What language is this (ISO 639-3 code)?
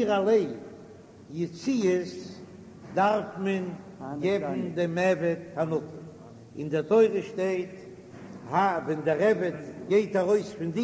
yid